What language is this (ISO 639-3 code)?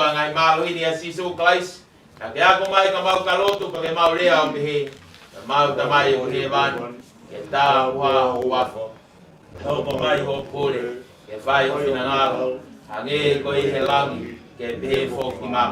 ton